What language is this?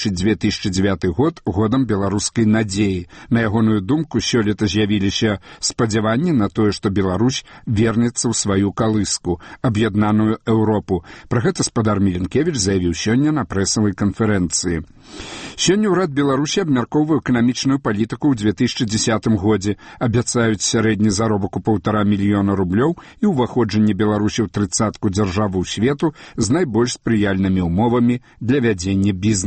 Belarusian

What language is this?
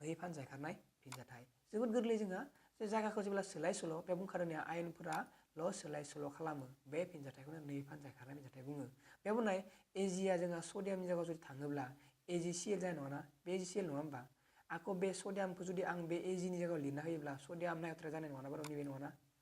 Bodo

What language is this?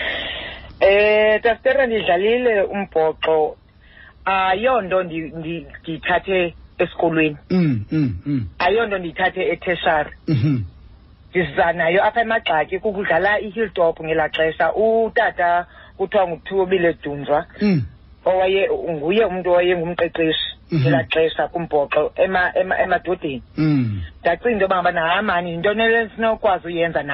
Xhosa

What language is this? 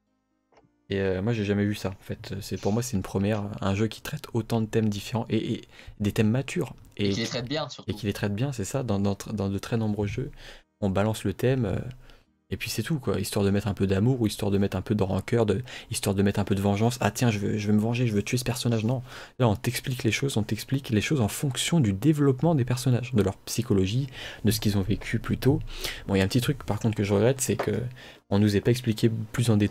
French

